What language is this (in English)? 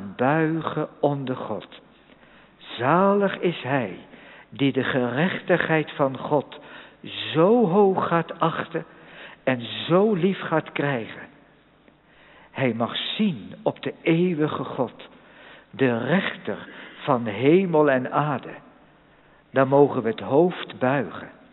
Dutch